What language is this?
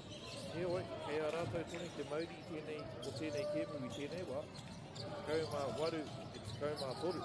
Māori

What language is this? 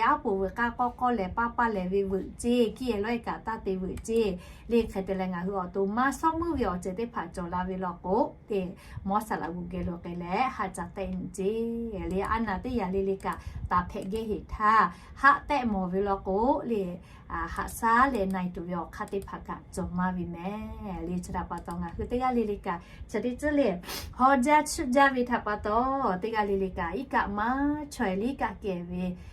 Lahu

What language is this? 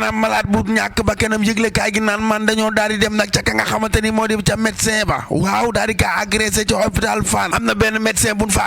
Wolof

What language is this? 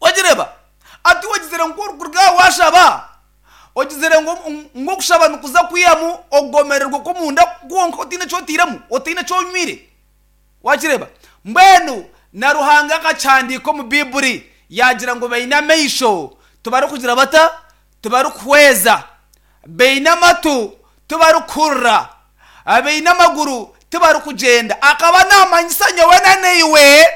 Nyankole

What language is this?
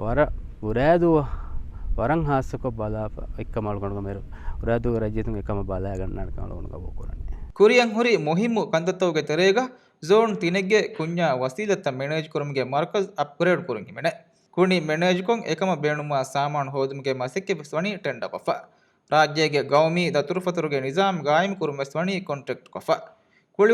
Divehi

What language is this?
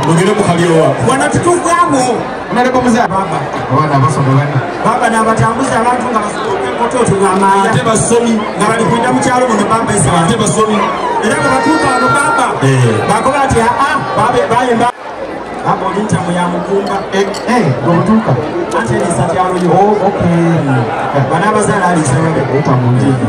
Soga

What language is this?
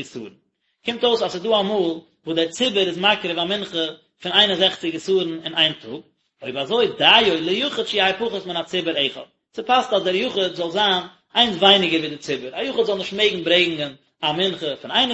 Yiddish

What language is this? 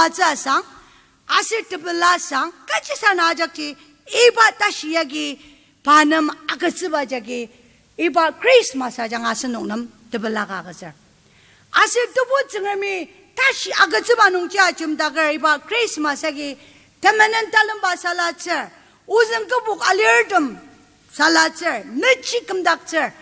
Ao Naga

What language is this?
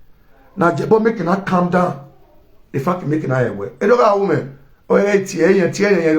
Nigerian Pidgin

